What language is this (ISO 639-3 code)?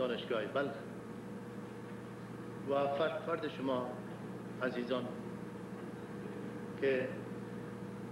fas